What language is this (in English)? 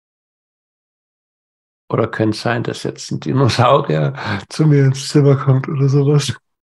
German